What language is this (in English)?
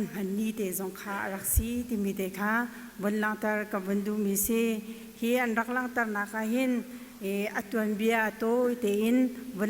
Hakha Chin